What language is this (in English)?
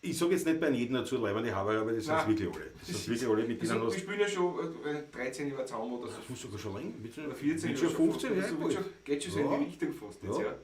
Bavarian